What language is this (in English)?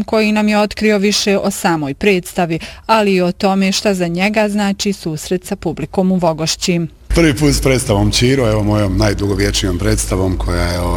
Bosnian